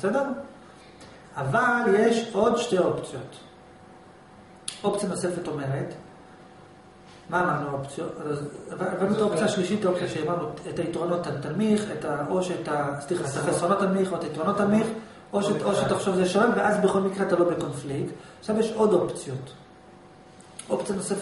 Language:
Hebrew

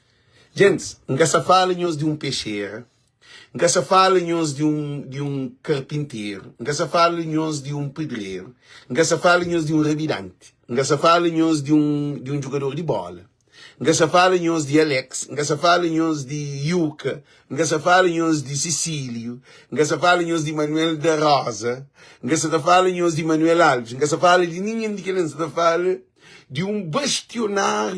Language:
Kabuverdianu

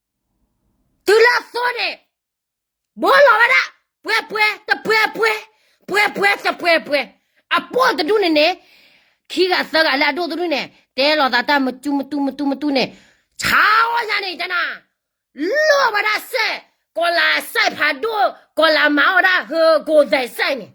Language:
S'gaw Karen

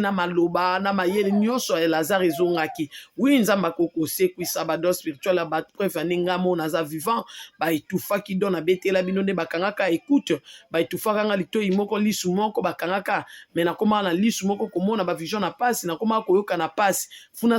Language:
Lingala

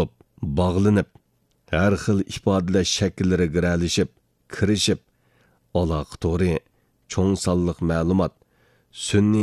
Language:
Uyghur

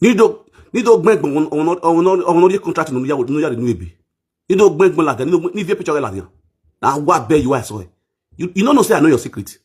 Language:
Nigerian Pidgin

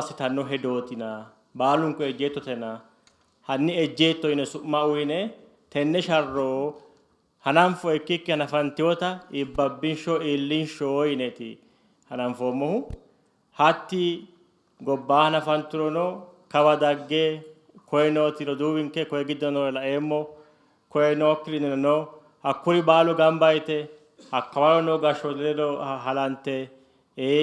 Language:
Sidamo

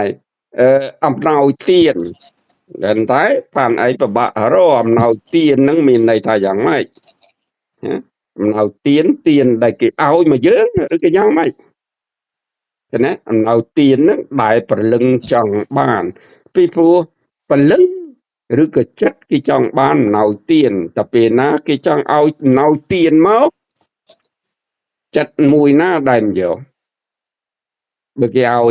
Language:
Khmer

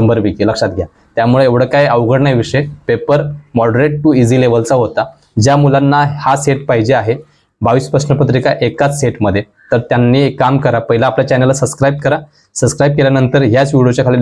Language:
Marathi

